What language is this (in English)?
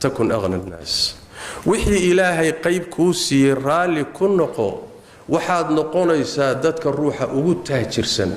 Somali